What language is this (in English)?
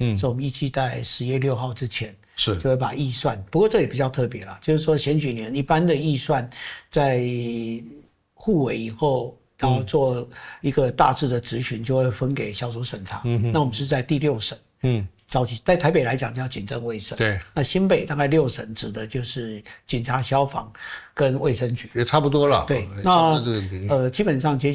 Chinese